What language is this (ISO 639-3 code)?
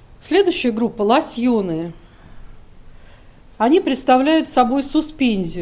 rus